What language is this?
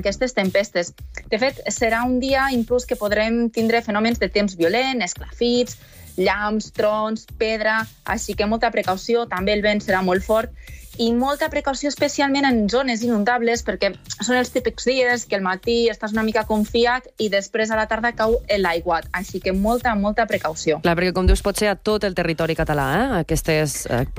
Catalan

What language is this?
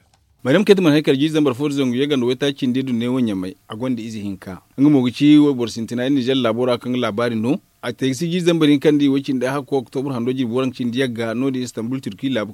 Zarma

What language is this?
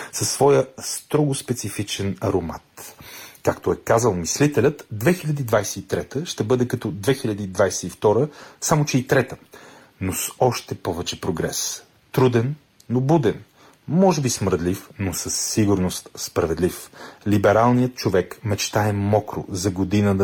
Bulgarian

